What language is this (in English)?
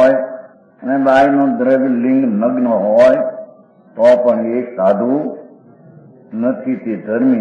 Gujarati